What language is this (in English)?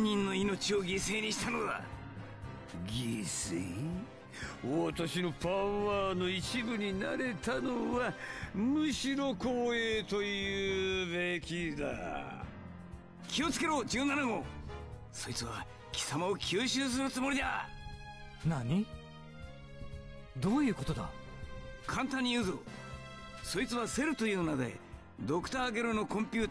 Japanese